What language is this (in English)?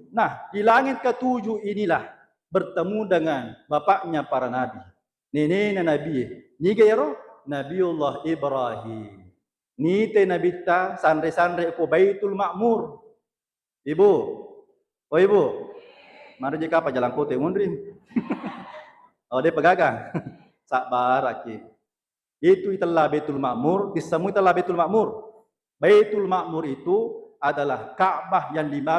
Buginese